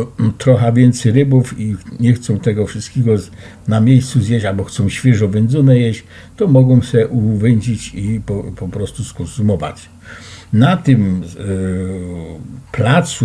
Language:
Silesian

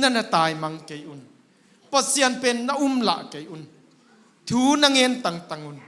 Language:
Tedim Chin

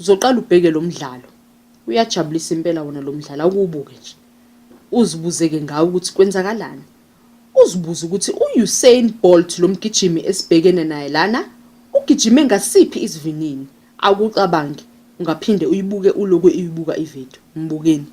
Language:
Zulu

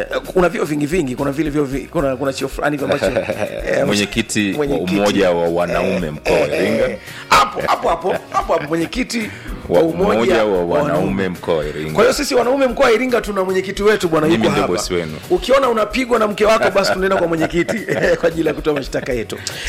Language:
Swahili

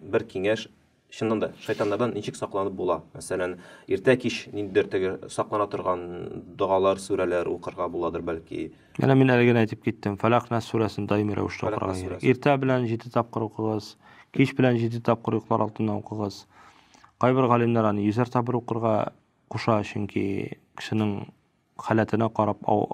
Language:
Tatar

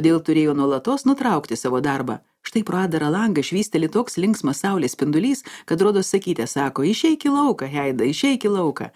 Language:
Lithuanian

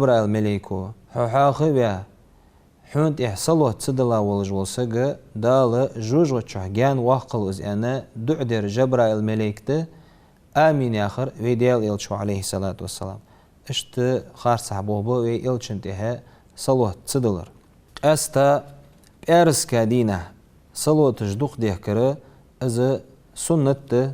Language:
Ingush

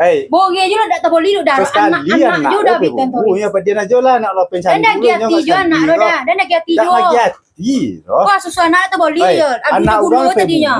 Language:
Minangkabau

